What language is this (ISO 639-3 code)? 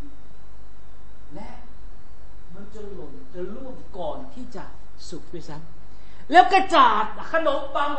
tha